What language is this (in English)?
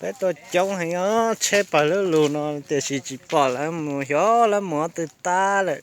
Hmong